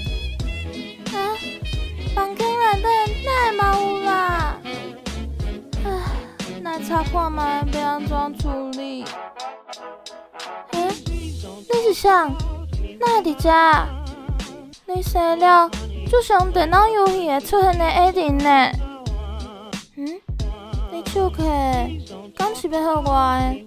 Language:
Min Nan Chinese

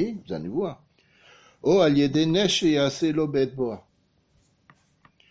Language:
Hebrew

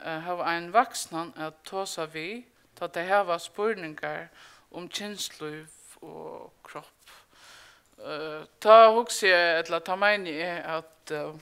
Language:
Faroese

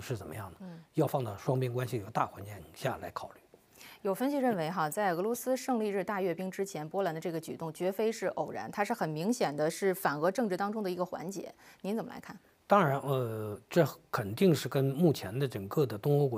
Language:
Chinese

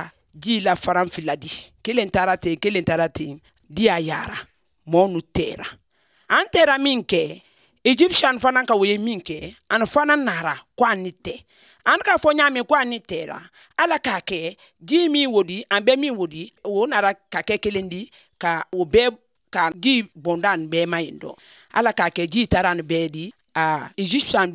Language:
Bambara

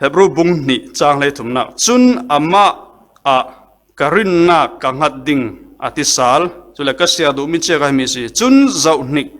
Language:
Falam Chin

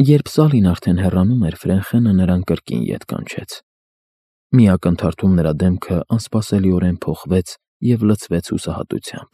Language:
Armenian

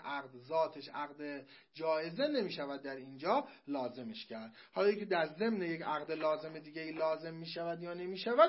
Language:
Persian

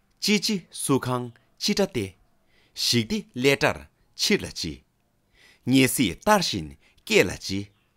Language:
Tibetan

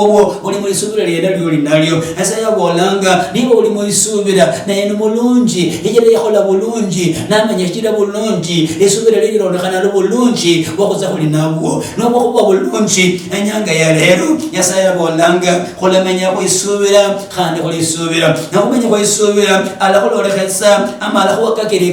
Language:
Luyia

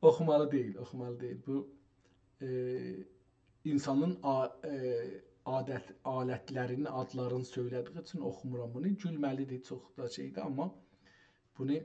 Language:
South Azerbaijani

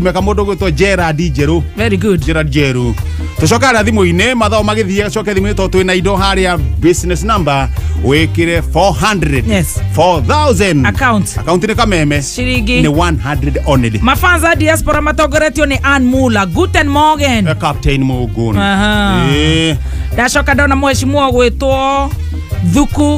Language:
Kikuyu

